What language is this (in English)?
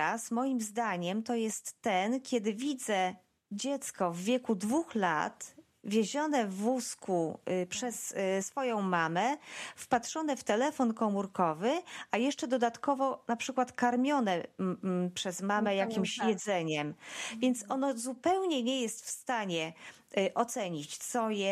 Polish